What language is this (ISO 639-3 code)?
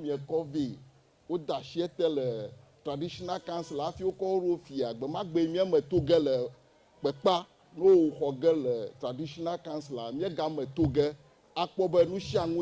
ewe